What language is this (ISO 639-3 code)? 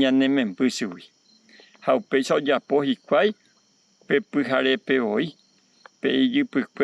grn